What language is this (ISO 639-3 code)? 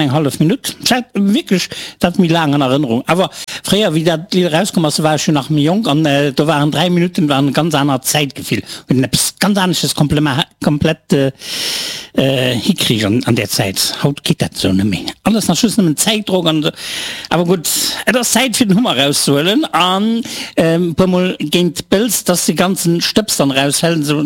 ltz